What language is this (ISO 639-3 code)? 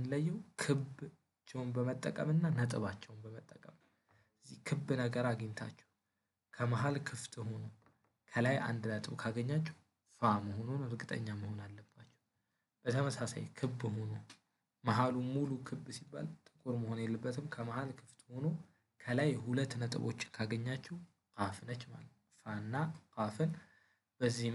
amh